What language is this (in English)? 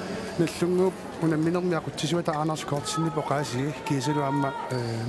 Kalaallisut